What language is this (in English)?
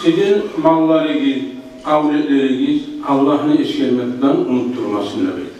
Kumyk